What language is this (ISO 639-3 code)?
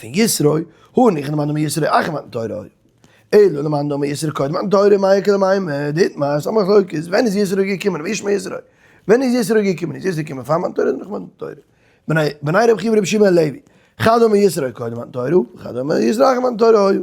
yid